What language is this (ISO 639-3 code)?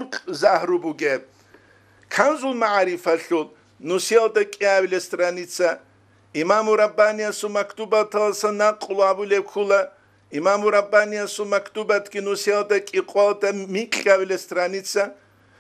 ava